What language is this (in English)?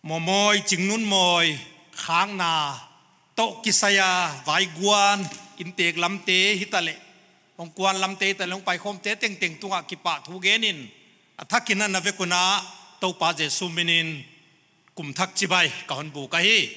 Paite Chin